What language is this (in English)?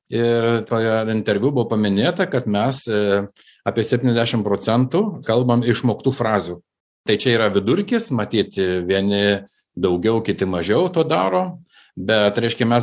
Lithuanian